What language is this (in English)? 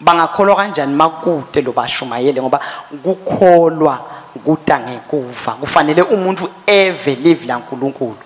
Swati